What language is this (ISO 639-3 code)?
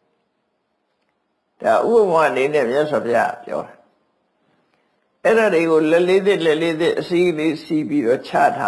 mya